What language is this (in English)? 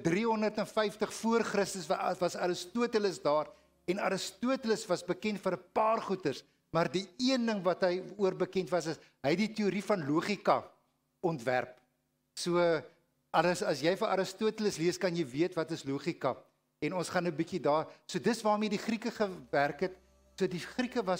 Afrikaans